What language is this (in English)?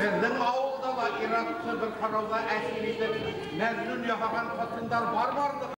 Bashkir